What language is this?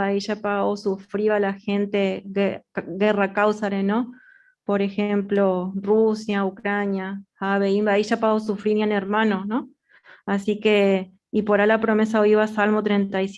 Guarani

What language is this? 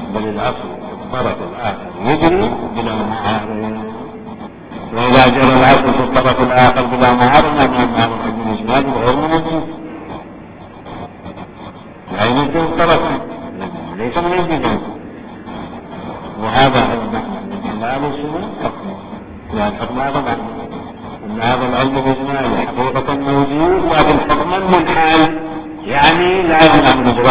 Arabic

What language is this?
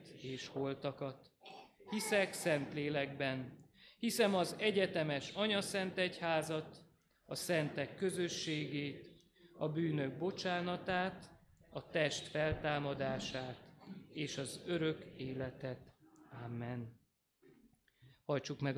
Hungarian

